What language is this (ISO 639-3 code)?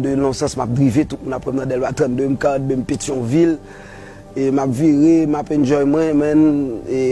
hat